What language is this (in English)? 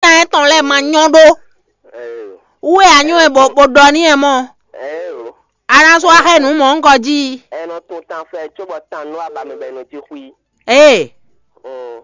Fon